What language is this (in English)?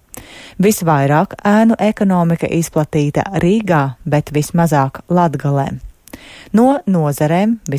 Latvian